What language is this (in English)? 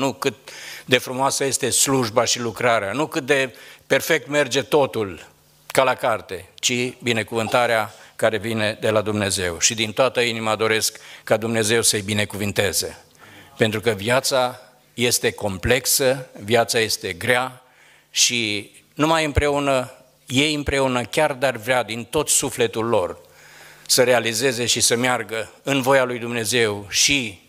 Romanian